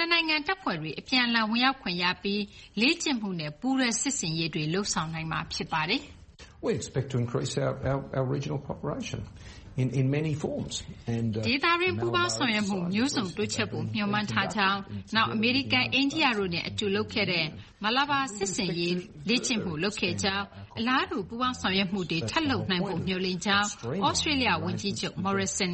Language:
Burmese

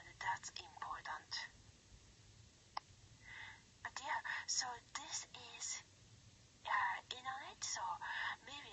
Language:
English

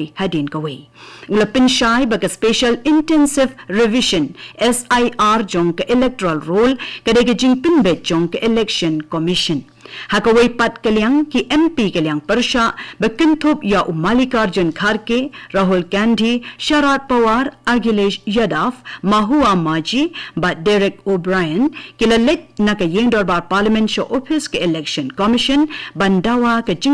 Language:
Khasi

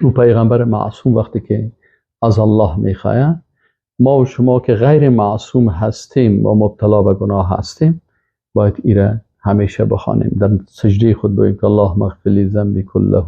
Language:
Persian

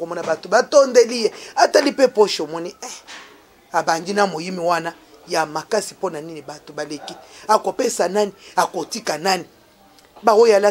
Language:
Lingala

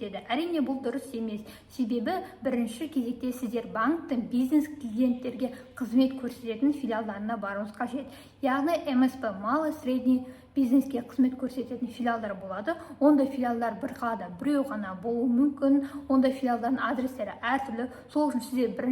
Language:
Kazakh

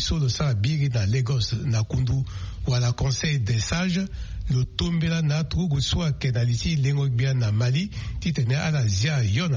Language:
Sango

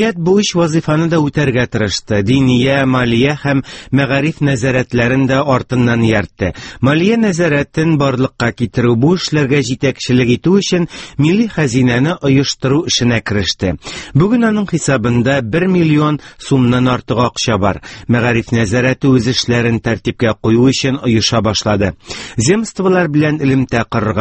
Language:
Tatar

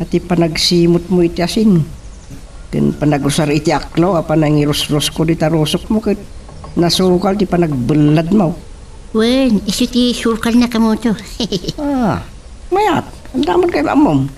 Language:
Iloko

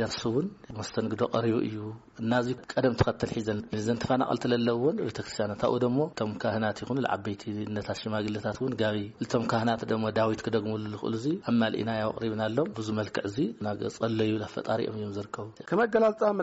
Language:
Tigrinya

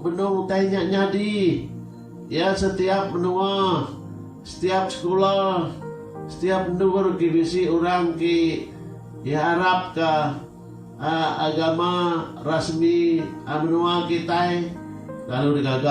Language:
Iban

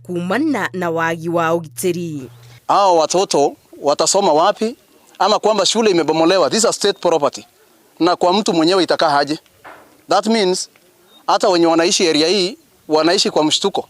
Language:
Kikuyu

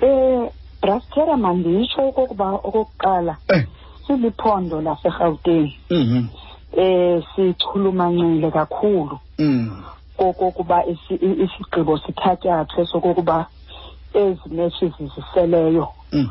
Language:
Xhosa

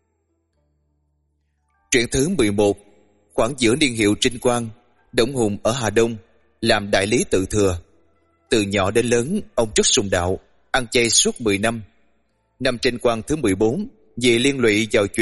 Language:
Vietnamese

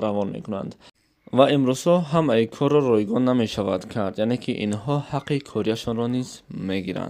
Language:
Tajik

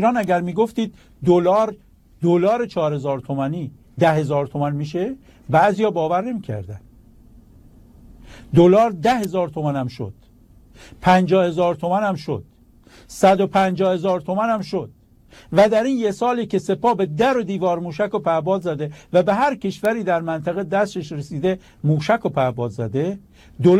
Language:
Persian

